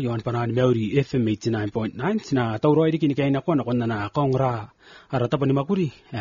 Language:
Gilbertese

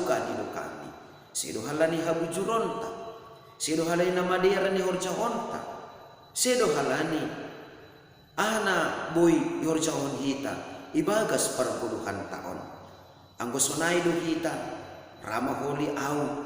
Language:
Batak Simalungun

